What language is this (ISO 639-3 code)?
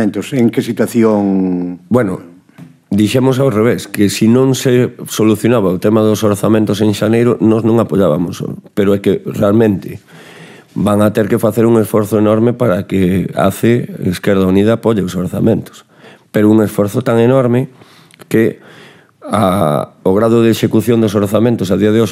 glg